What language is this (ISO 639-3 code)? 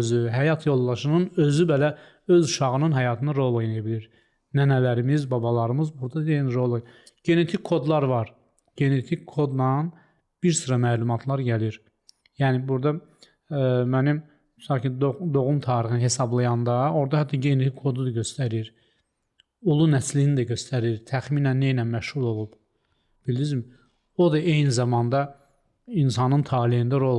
aze